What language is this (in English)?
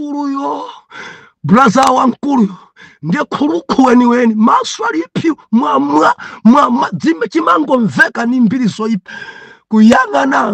Nyanja